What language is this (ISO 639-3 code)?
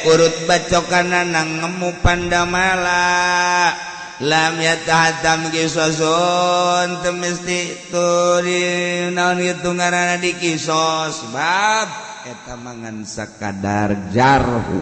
sun